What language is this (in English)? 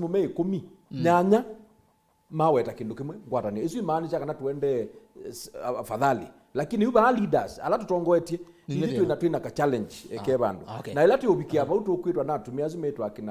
Kamba